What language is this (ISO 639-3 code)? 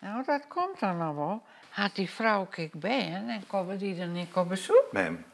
fry